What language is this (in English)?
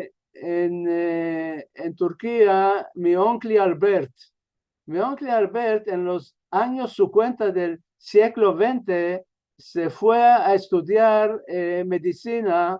Ladino